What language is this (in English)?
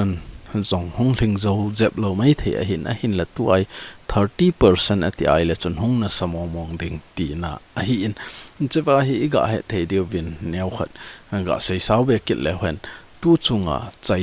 Thado Chin